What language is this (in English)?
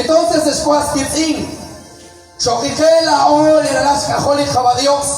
Kekchí